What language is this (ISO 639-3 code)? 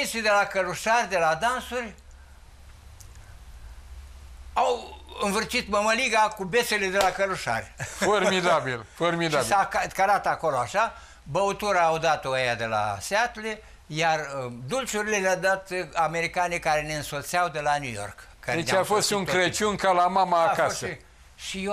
ron